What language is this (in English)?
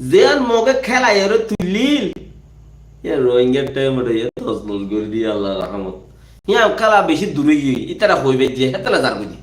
Rohingya